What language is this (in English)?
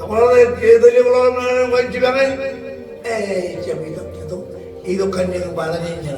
Marshallese